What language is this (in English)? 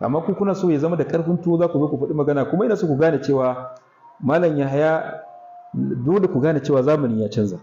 Hausa